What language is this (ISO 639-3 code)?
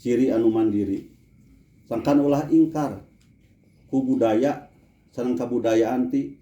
sun